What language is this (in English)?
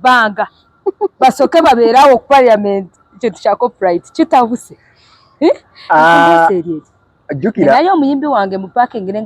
Ganda